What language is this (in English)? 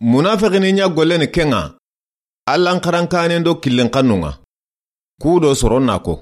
Soninke